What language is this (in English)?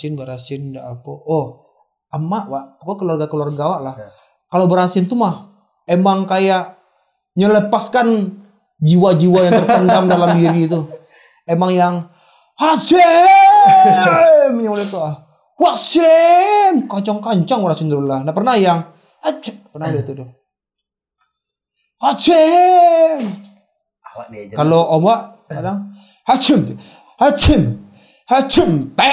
Indonesian